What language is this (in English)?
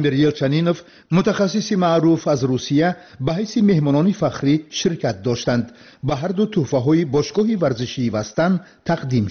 Tajik